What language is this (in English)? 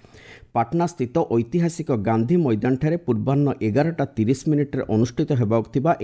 Odia